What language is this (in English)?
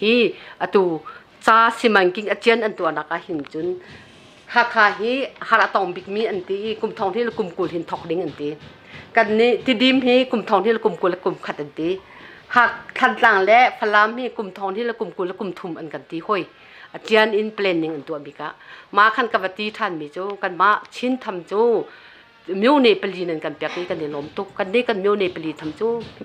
Hakha Chin